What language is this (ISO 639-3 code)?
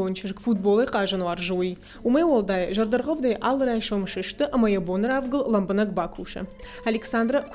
oss